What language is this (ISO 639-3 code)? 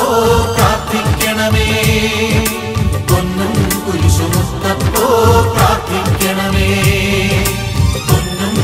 mal